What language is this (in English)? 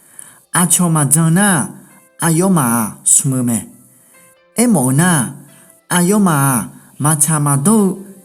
Akha